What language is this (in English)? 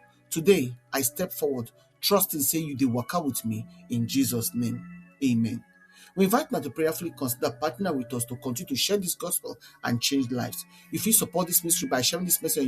Nigerian Pidgin